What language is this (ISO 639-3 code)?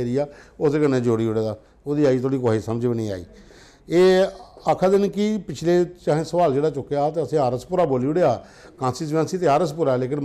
doi